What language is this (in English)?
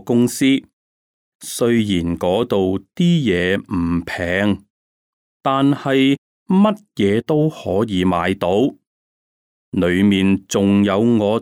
Cantonese